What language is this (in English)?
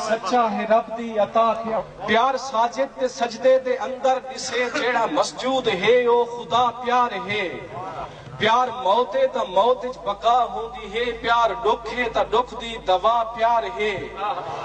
Saraiki